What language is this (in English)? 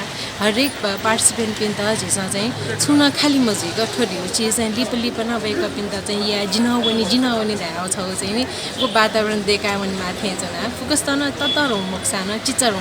Newari